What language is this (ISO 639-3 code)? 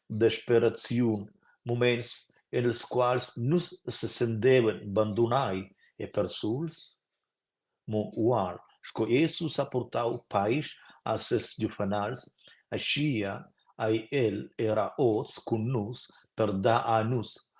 roh